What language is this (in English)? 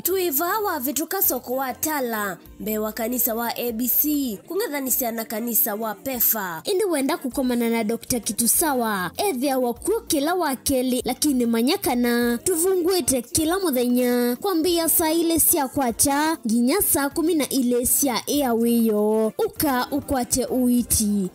Kamba